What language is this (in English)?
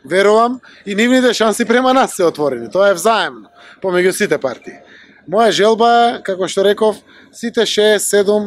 Macedonian